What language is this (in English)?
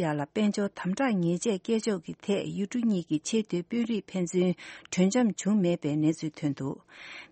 Tibetan